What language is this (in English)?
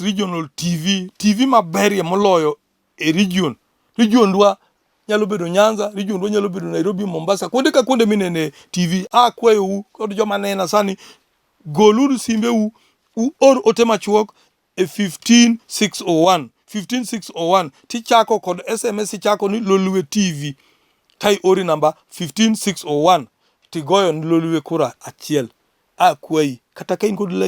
Luo (Kenya and Tanzania)